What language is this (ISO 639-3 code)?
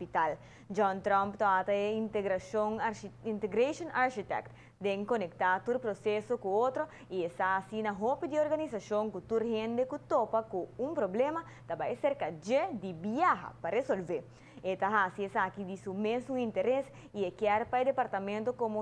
pap